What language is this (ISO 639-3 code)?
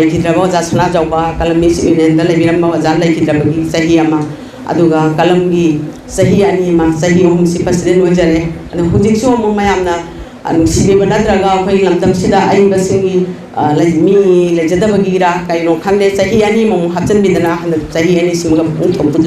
mni